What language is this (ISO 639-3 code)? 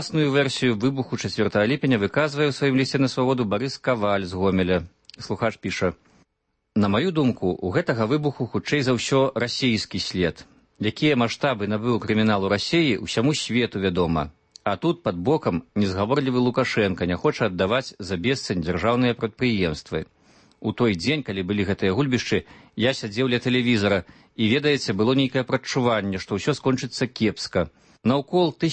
bel